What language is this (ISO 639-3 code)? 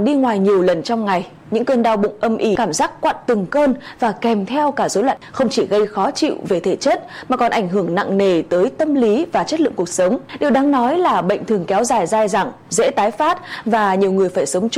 vie